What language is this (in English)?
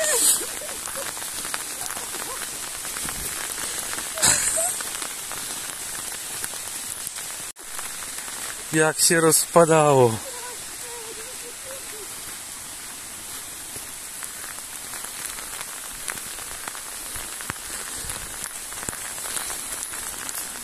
Polish